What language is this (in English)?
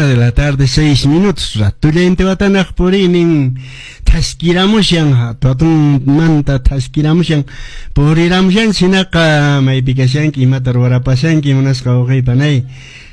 Quechua